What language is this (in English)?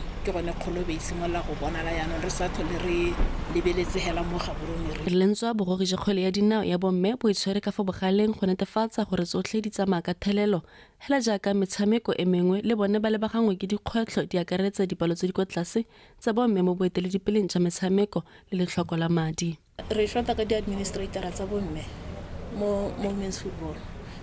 Tswana